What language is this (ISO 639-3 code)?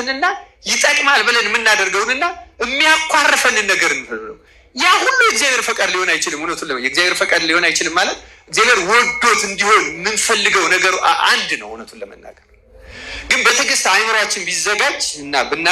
amh